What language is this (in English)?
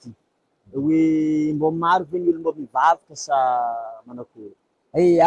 Malagasy